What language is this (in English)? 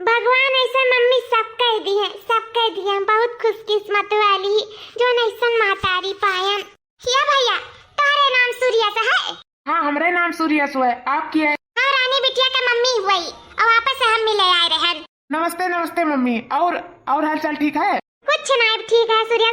Awadhi